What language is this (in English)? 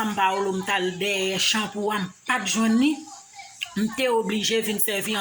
Haitian Creole